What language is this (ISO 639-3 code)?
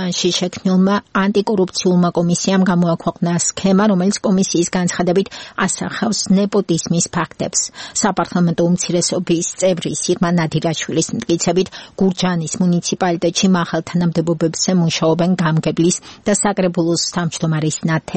kat